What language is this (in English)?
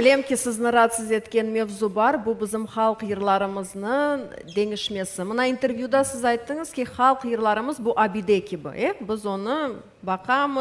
Crimean Tatar